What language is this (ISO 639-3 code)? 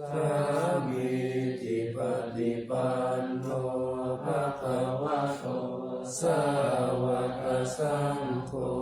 pli